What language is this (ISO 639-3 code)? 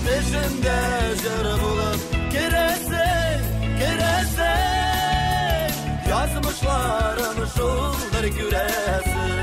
tat